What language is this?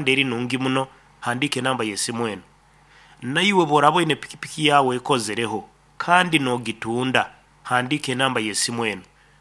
Nyankole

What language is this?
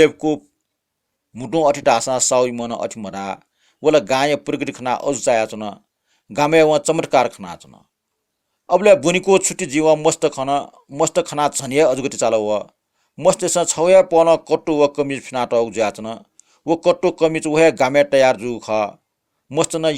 Newari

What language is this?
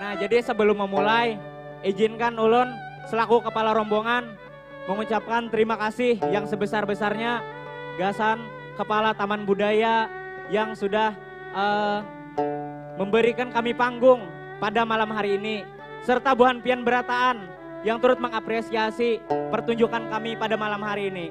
Banjar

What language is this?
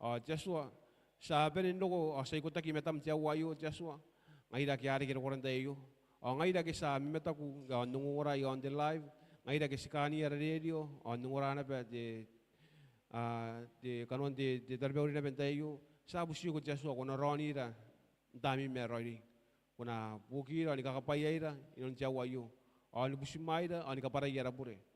Gilbertese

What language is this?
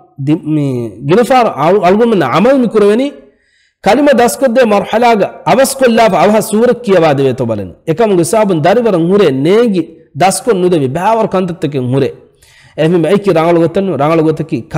Divehi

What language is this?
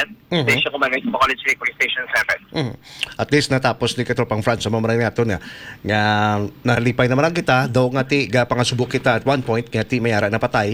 Hiligaynon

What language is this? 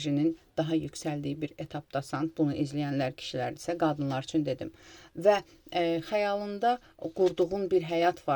Azerbaijani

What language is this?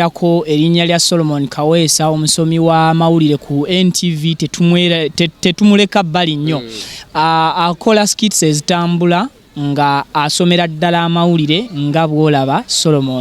Ganda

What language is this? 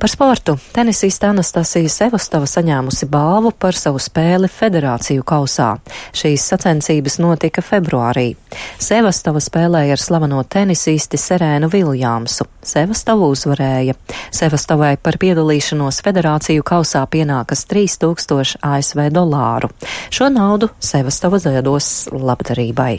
Latvian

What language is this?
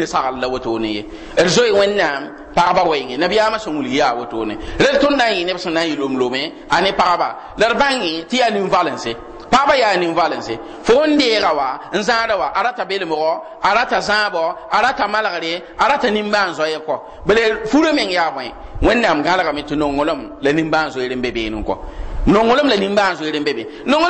Mossi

